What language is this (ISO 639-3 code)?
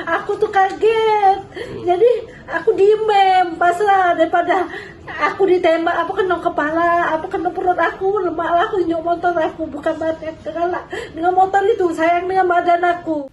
mui